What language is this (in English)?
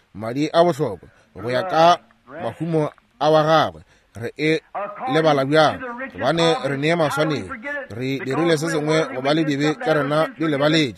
Northern Sotho